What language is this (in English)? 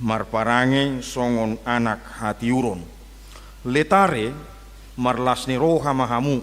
Batak Toba